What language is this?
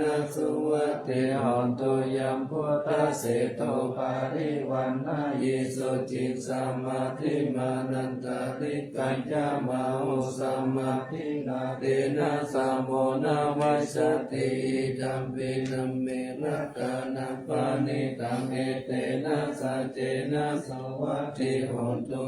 Pali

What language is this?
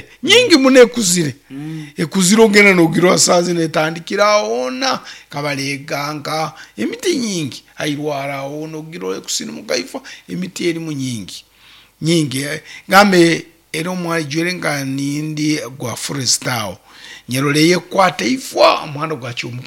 Nyoro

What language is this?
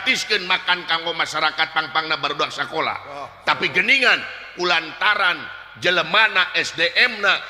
Sundanese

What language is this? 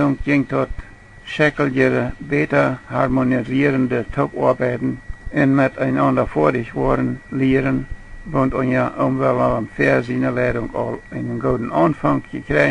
Plautdietsch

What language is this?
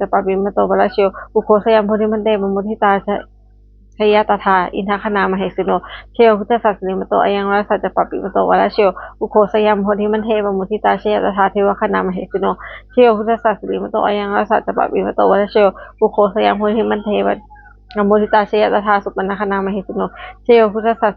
Pali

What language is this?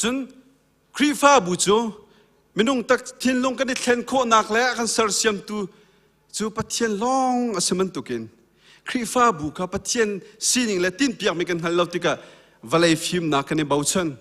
Hakha Chin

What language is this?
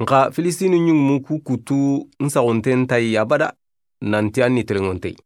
Soninke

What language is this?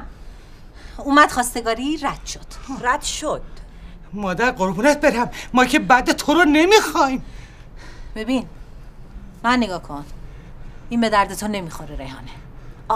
Persian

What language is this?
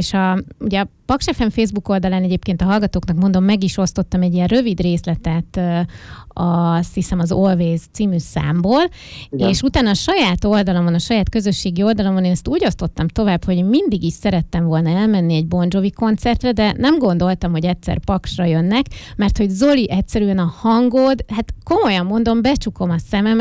Hungarian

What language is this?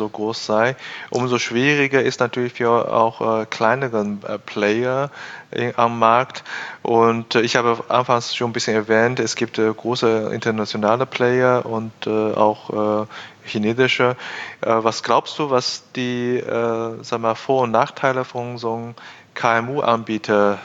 German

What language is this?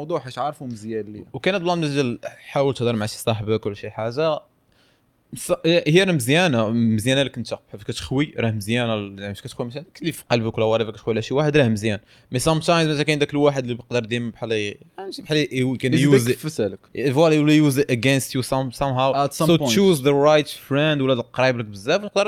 Moroccan Arabic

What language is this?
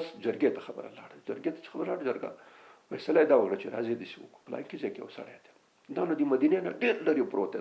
Pashto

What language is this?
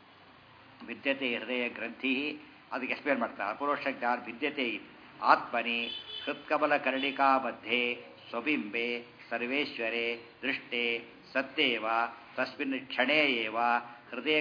Kannada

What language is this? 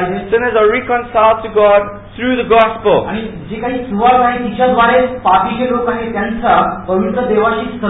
Marathi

